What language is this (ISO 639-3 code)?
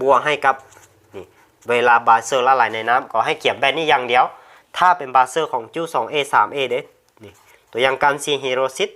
lao